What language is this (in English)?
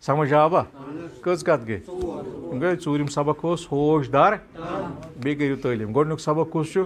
Kashmiri